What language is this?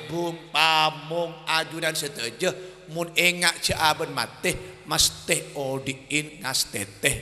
Madurese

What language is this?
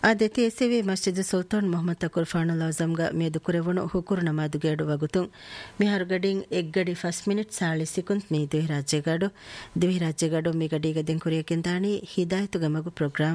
Divehi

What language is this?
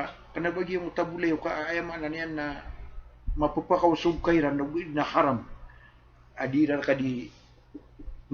Maranao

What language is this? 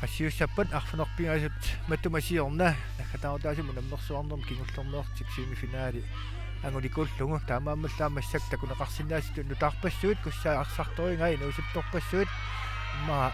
Kalaallisut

